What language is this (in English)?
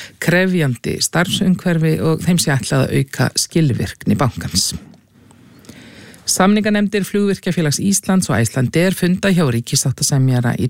Icelandic